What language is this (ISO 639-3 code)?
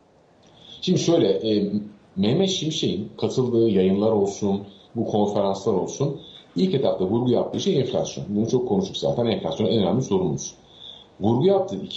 tur